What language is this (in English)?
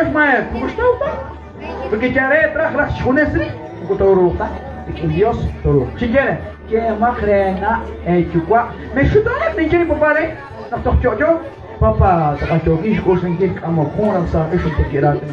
Kekchí